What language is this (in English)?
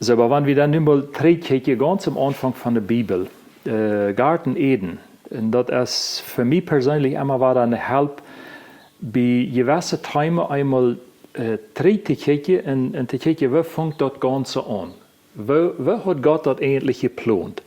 Plautdietsch